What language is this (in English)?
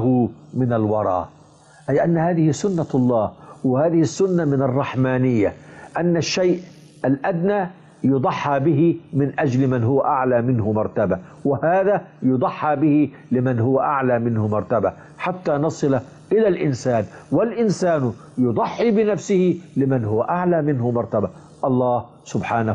Arabic